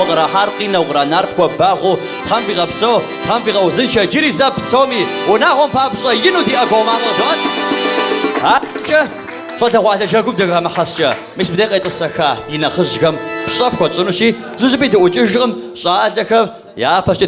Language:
Kabardian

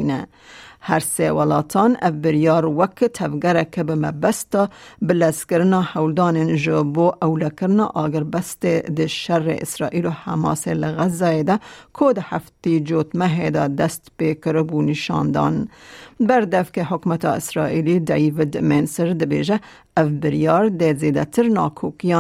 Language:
Kurdish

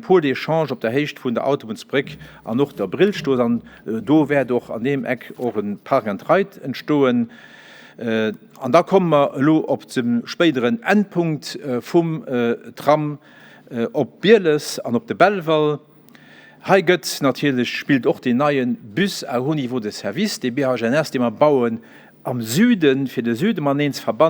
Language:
Luxembourgish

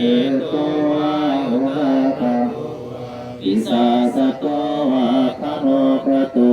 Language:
Pali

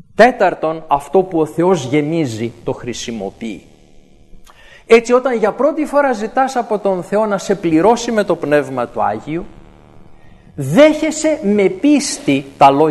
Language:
Greek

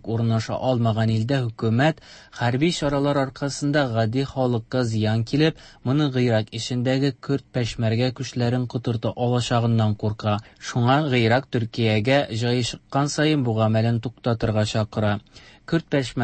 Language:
Tatar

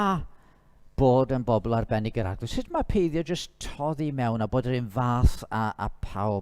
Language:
Welsh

